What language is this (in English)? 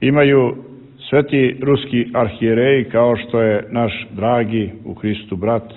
Serbian